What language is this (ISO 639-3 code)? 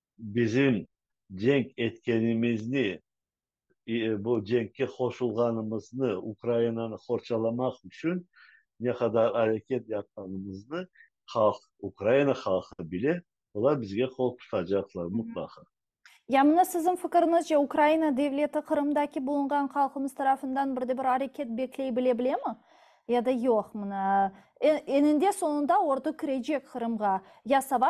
crh